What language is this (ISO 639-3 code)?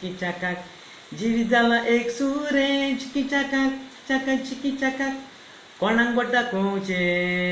kok